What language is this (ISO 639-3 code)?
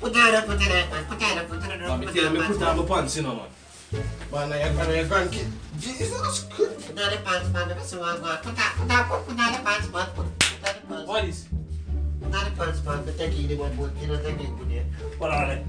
jam